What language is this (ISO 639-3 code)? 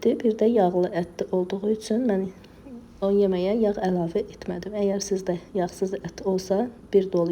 aze